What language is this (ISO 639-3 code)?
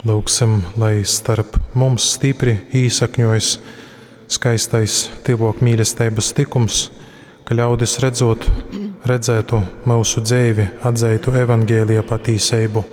ltg